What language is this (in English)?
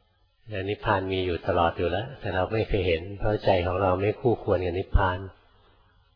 Thai